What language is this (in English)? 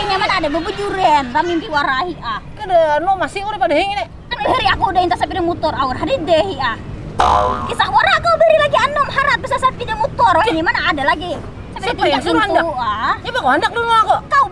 Banjar